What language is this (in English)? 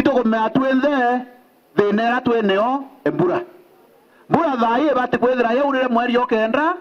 Meru